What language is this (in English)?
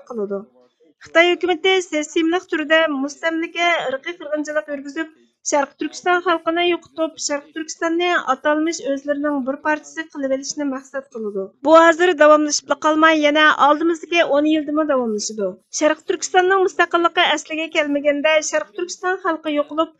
Uyghur